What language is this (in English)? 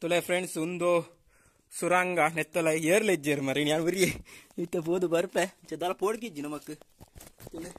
Tulu